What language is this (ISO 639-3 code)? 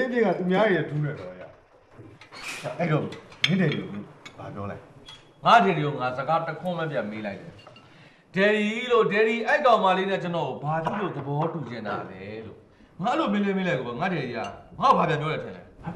mya